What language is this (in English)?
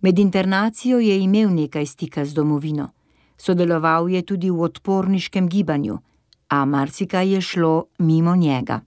Slovenian